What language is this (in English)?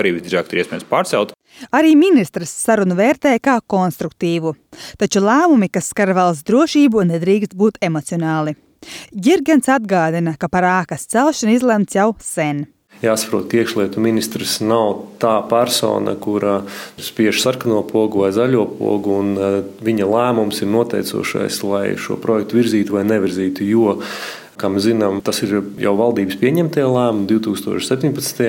Latvian